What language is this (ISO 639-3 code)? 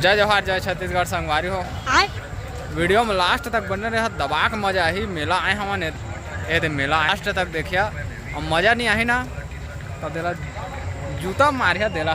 hne